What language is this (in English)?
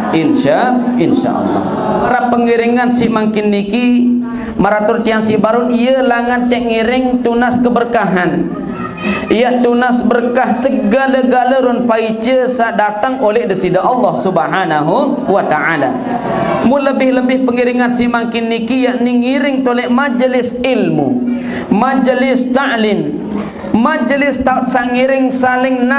Sasak